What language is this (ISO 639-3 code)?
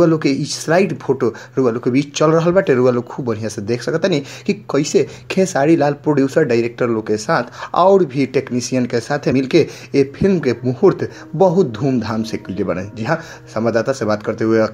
bho